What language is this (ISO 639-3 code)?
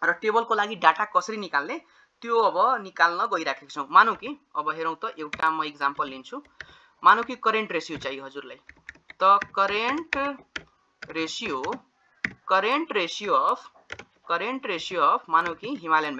nep